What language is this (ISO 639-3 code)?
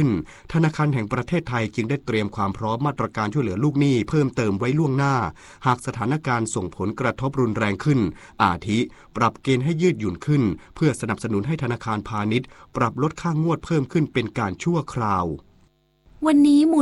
tha